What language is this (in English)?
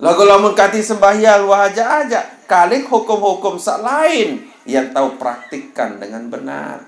Sasak